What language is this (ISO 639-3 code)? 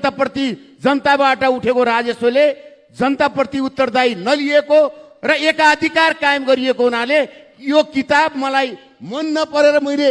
nep